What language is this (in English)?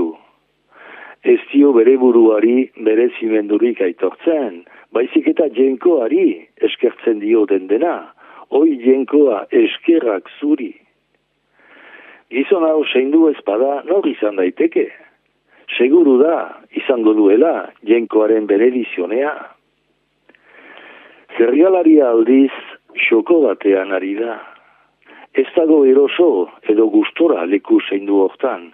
Basque